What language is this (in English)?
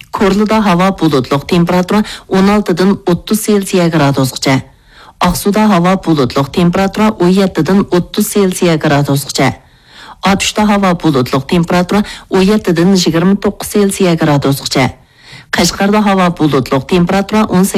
Uyghur